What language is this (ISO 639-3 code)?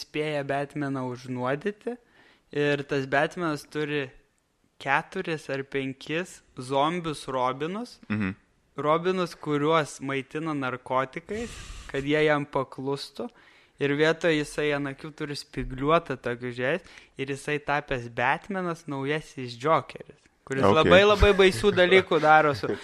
lit